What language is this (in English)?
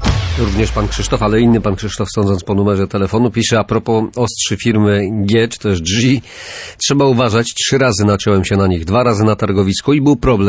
Polish